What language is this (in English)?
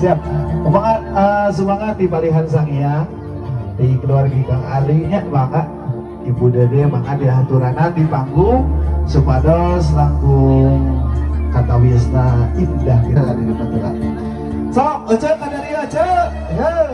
Sundanese